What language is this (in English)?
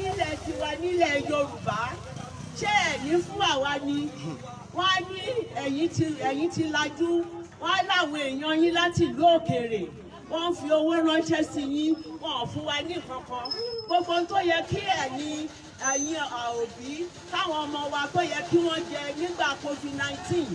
Yoruba